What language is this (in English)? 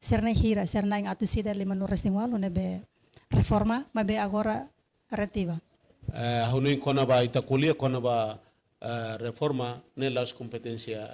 Tetum